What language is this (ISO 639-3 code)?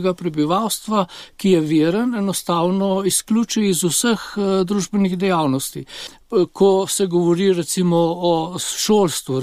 slv